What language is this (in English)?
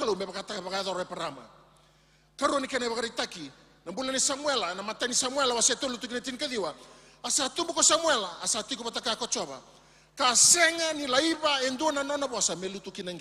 Fijian